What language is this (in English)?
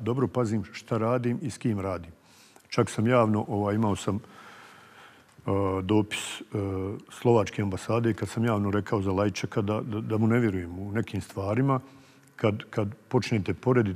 Bosnian